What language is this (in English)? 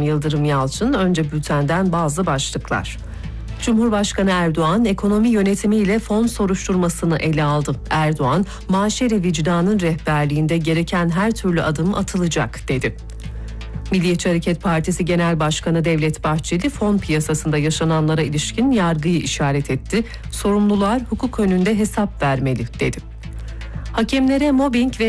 Turkish